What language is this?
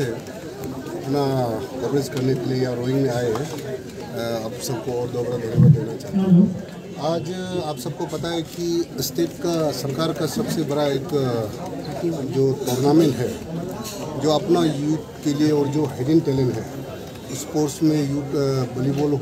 Hindi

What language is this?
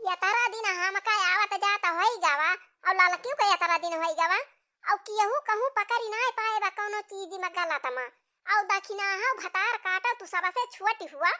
Awadhi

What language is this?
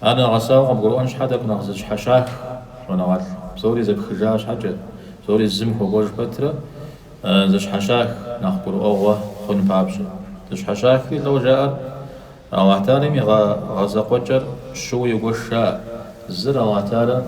Kabardian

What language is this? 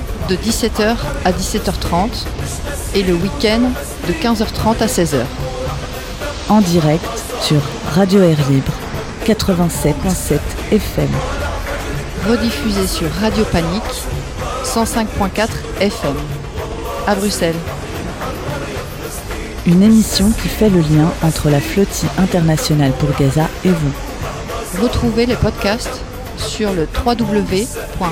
French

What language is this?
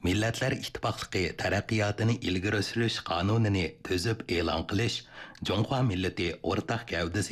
Uyghur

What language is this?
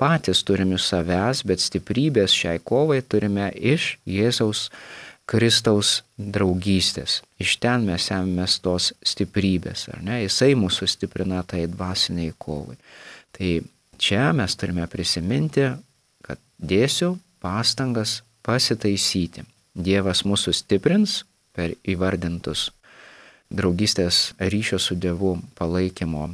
Lithuanian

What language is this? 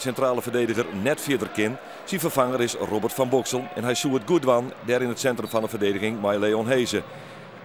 Western Frisian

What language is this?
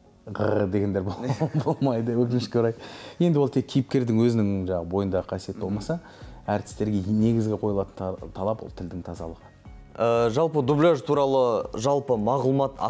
Kazakh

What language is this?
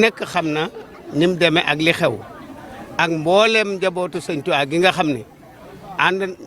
Wolof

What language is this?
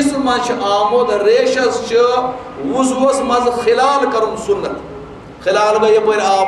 Kashmiri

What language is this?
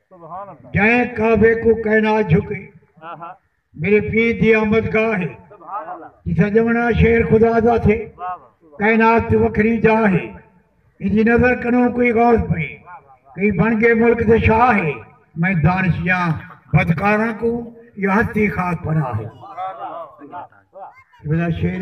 Saraiki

